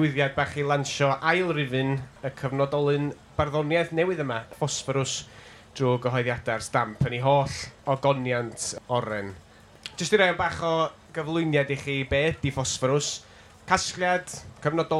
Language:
Welsh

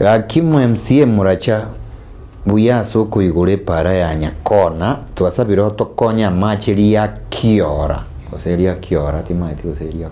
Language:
Gusii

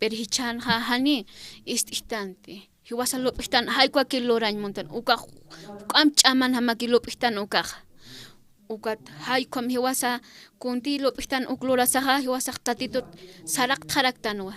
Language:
Aymara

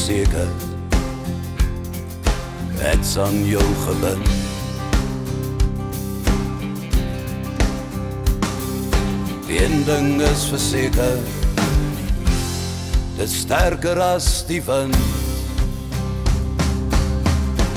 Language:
Afrikaans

